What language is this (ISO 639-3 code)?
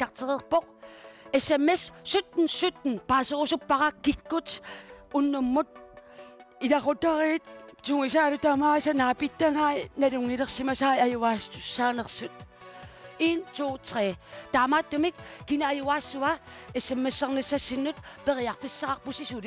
kal